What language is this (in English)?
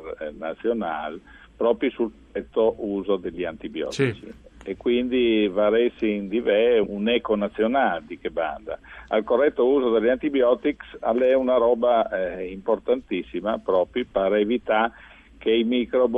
Friulian